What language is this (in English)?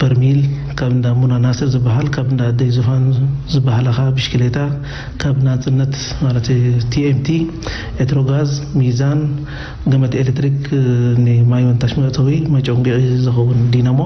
Tigrinya